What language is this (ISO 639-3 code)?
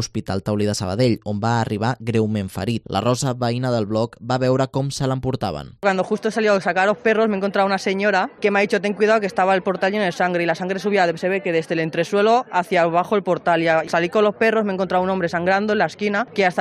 cat